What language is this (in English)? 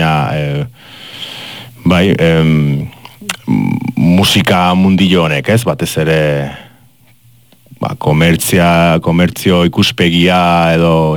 Basque